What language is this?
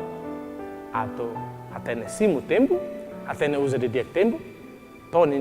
Tetum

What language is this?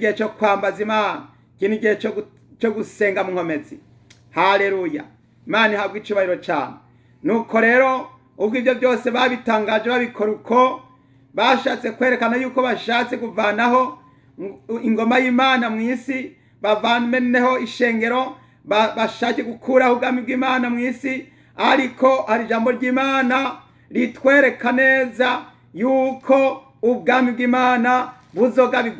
Rundi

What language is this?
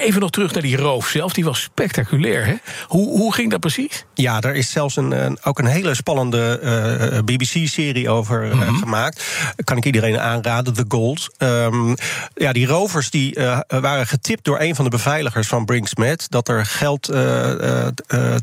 Dutch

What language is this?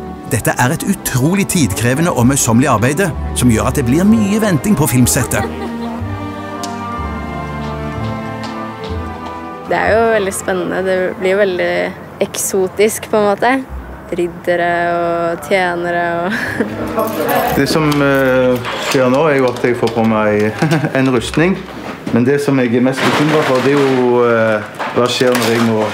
Norwegian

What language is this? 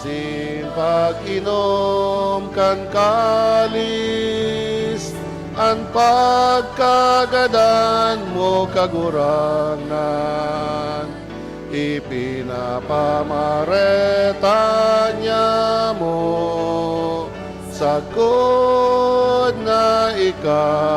Bikol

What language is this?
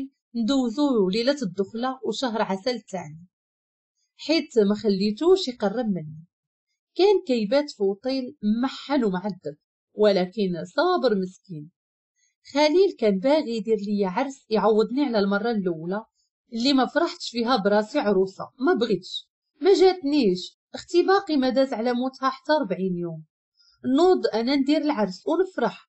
Moroccan Arabic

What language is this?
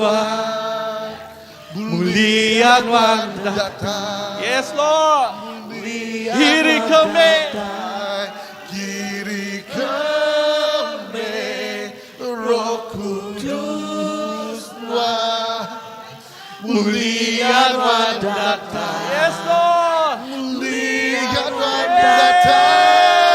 Iban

